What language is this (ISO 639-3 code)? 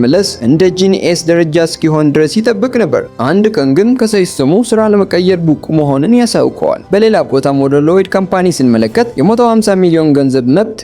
amh